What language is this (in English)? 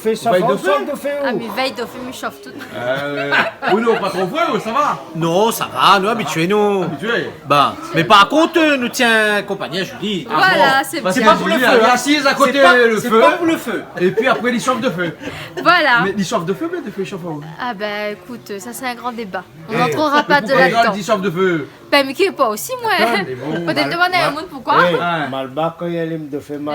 Réunion Creole French